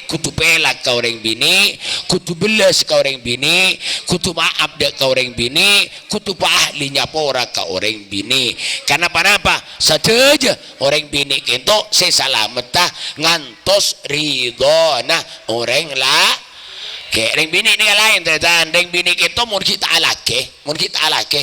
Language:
Madurese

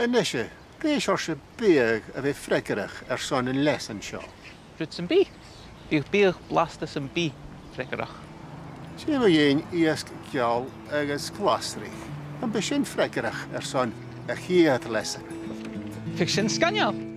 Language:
Scottish Gaelic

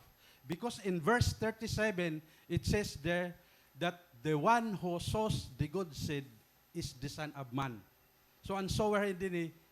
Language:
Waray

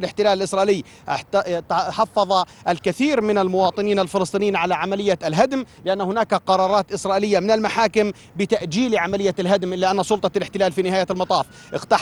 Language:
Arabic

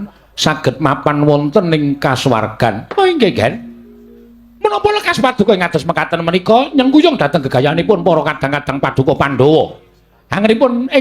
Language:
Javanese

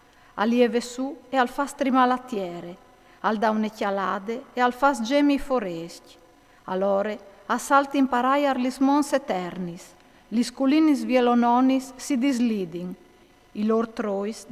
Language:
Friulian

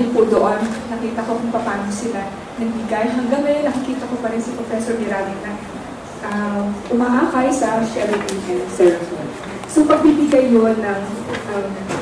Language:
Filipino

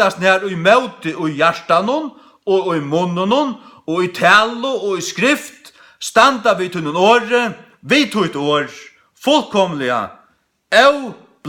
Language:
Faroese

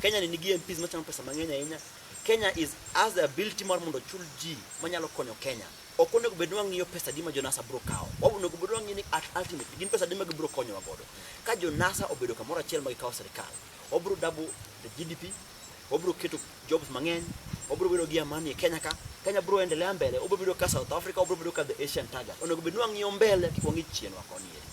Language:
Luo (Kenya and Tanzania)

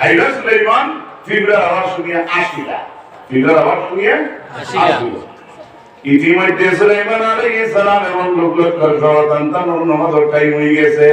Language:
Sylheti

